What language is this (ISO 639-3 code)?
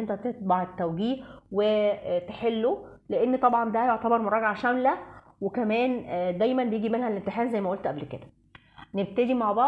arz